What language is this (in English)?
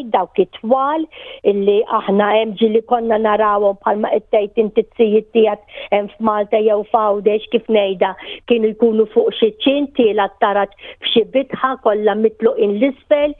Maltese